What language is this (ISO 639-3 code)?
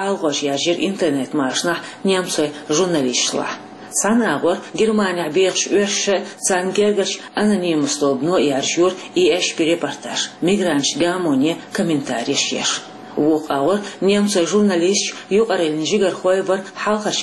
che